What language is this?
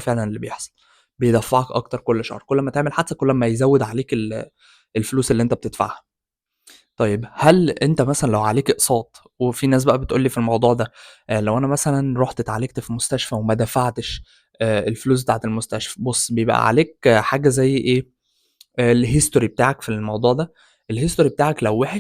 Egyptian Arabic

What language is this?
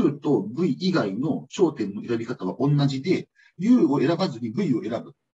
Japanese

